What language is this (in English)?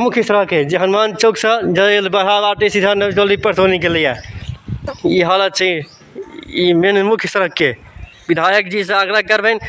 Maithili